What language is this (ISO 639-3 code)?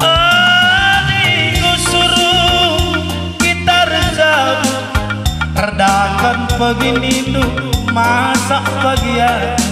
btx